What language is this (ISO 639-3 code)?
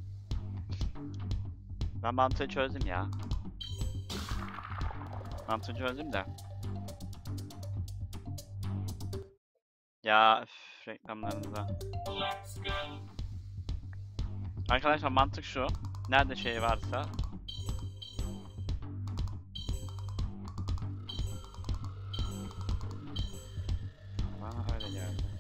tur